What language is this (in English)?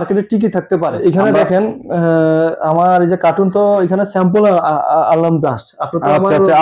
Bangla